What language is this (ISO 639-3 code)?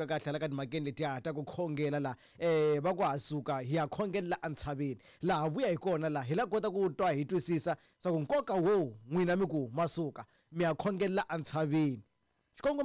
tso